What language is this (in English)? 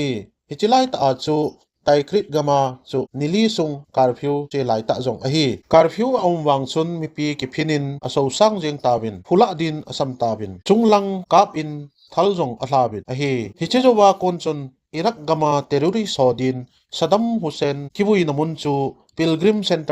Thado Chin